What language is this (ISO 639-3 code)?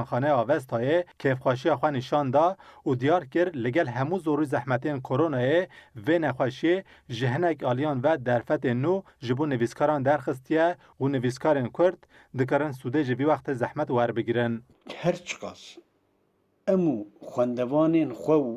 kur